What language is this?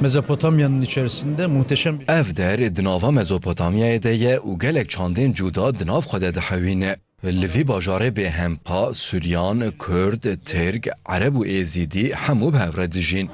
Kurdish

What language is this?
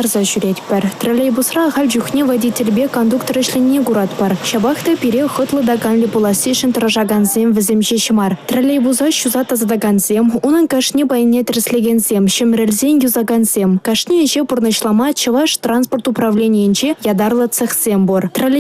Chuvash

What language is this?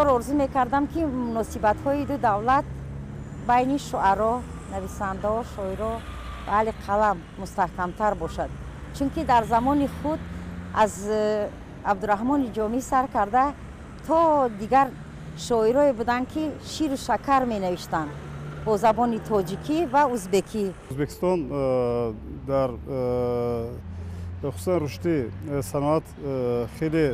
Tajik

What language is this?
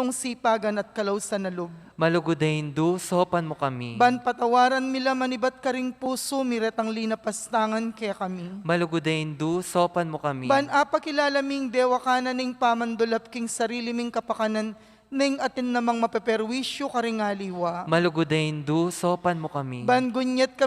Pampanga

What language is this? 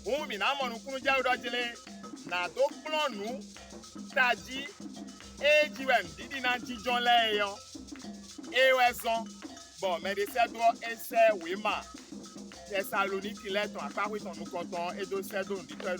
Fon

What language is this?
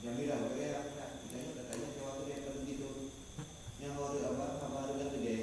Achinese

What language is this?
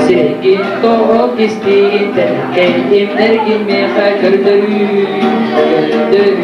Yakut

